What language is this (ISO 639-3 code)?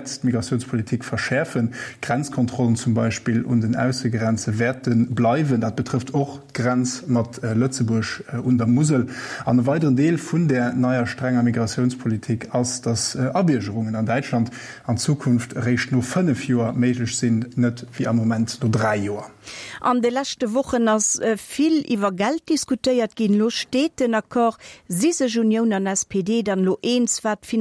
ltz